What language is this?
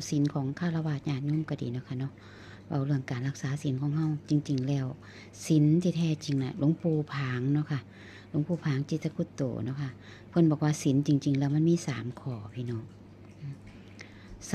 Northeastern Thai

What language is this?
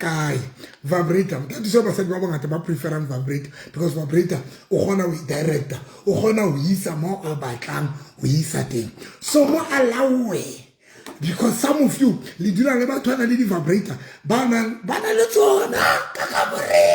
Southern Sotho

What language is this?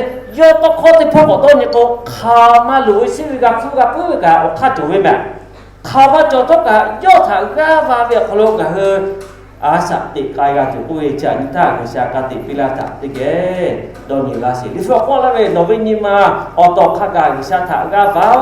Lahu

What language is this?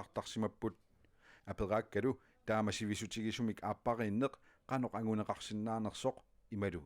Kalaallisut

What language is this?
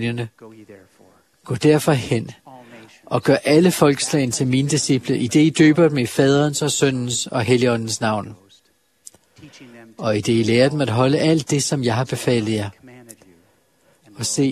Danish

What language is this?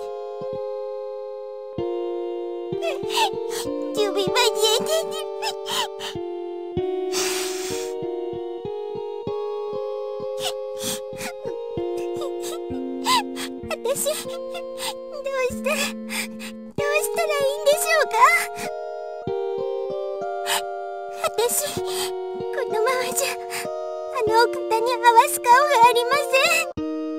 Japanese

